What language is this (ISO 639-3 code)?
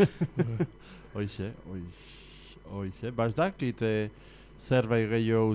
eus